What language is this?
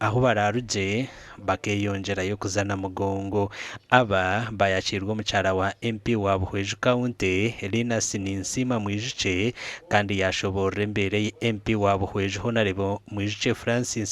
Nyankole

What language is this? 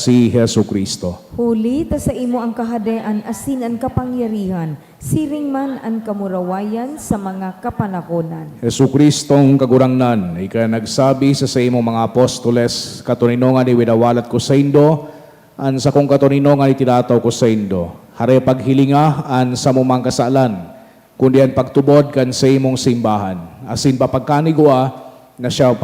Bikol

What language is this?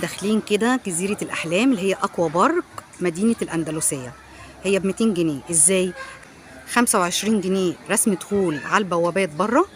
Egyptian Arabic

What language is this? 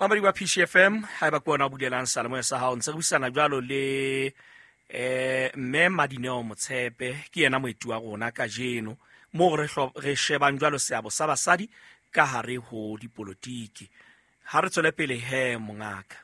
Southern Sotho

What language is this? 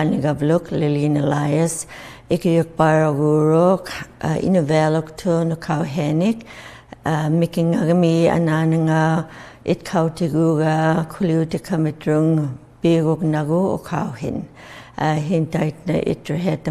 Inuktitut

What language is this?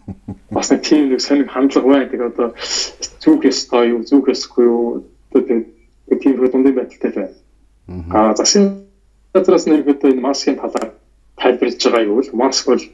Mongolian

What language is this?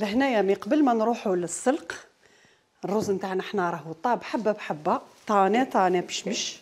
Algerian Arabic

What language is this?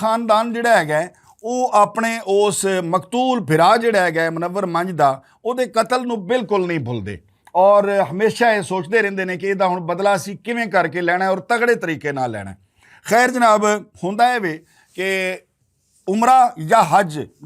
Western Panjabi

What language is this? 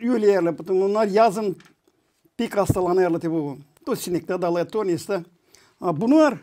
Gagauz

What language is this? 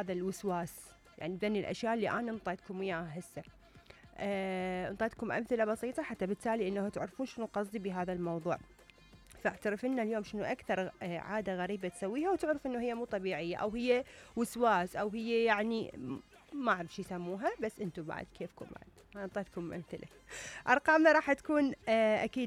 Mesopotamian Arabic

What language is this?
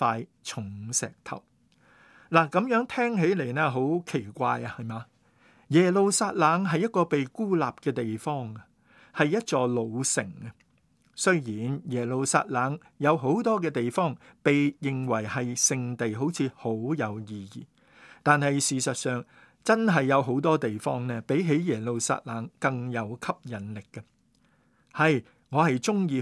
Cantonese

